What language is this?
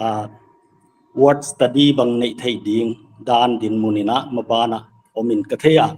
Paite Chin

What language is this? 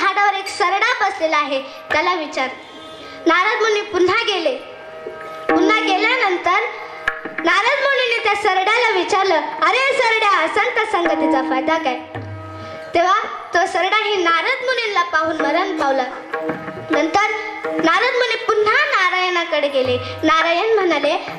Marathi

